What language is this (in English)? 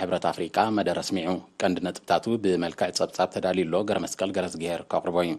Tigrinya